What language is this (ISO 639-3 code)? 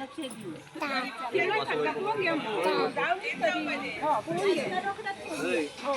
kok